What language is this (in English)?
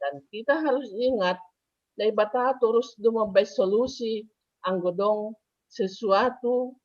Batak Simalungun